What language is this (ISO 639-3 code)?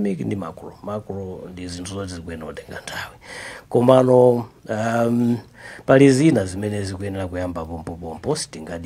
nya